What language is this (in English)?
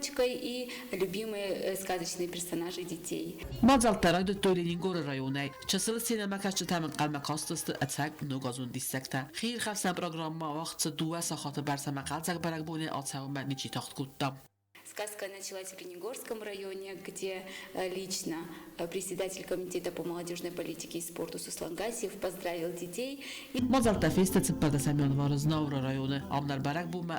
Ossetic